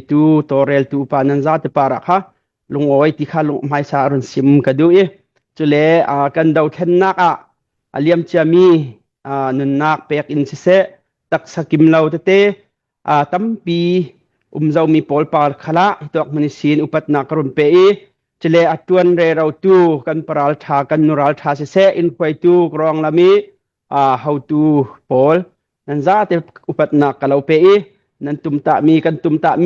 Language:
Hakha Chin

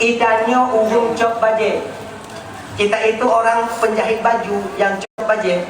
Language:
Achinese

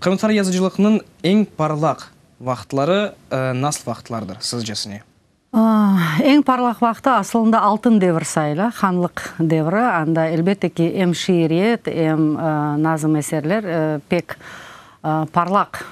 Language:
Crimean Tatar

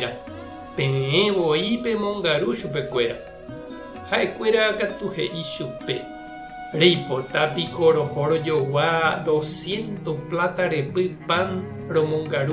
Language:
Guarani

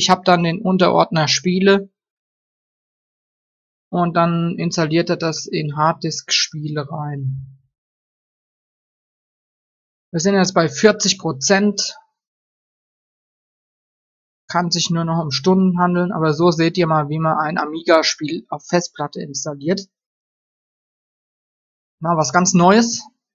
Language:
German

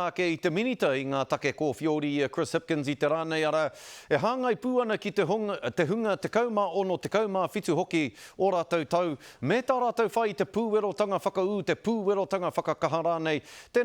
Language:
Māori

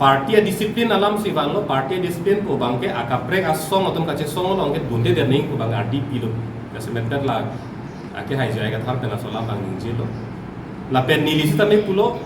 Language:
Karbi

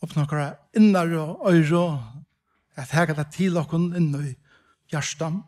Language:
Faroese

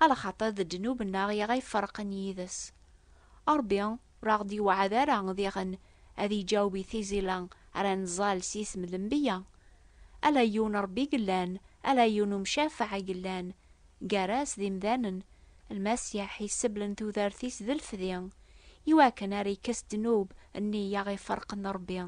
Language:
Kabyle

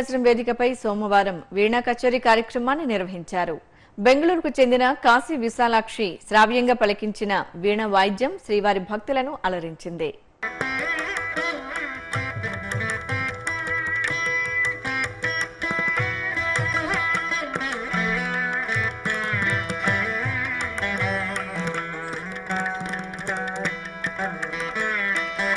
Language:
Telugu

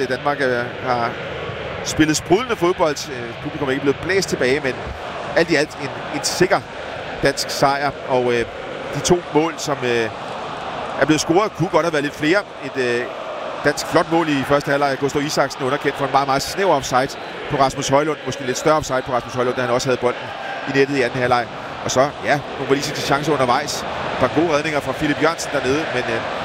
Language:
Danish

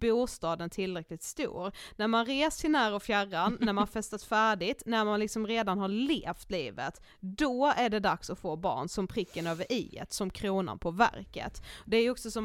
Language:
Swedish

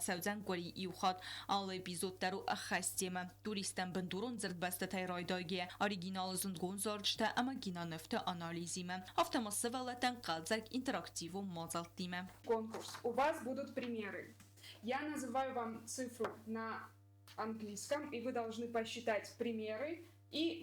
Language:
Ossetic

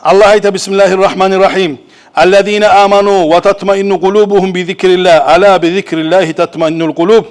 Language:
Kumyk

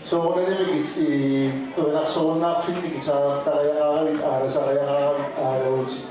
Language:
Kalaallisut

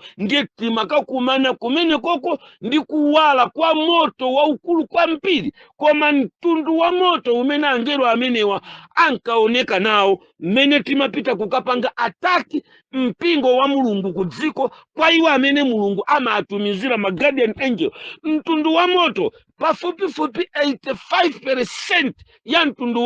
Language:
Nyanja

